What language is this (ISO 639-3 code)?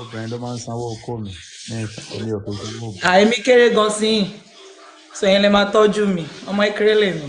yor